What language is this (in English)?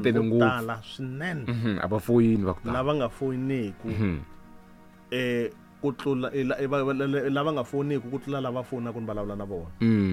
Tsonga